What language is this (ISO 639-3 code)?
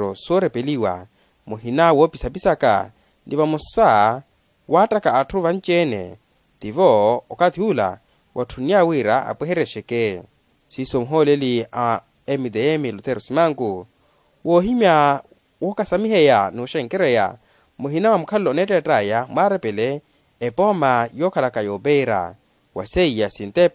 vmw